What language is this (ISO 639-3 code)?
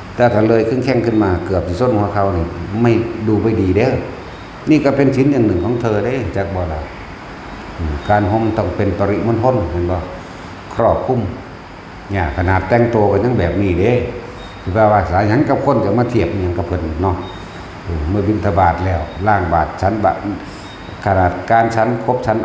tts